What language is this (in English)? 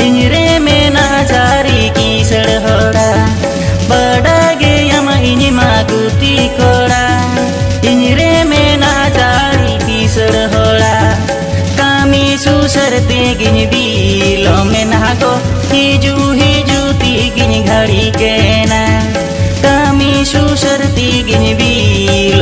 Santali